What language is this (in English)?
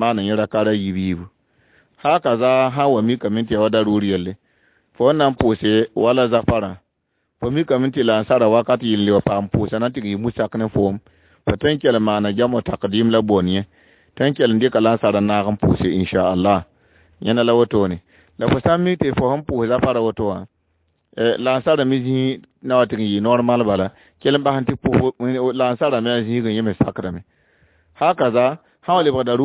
Mossi